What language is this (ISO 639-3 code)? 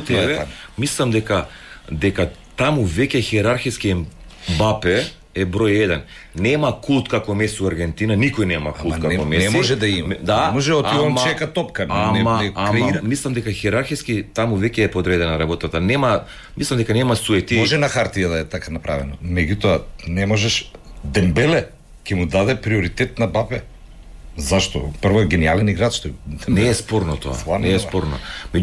mkd